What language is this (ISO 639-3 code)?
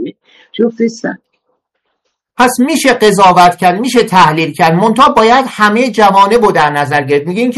fas